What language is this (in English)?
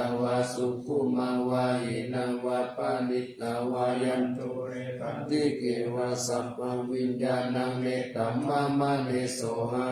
Pali